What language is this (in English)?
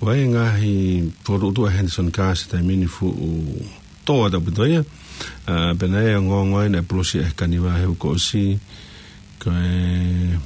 Tongan